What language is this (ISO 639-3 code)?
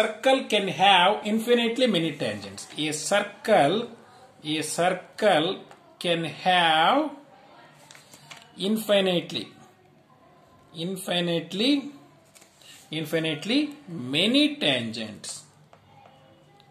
kan